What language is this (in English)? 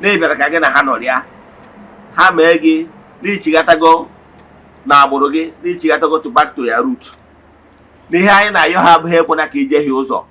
Igbo